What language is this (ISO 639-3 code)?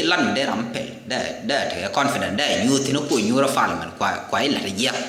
nus